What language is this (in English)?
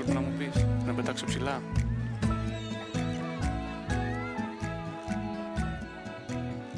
Greek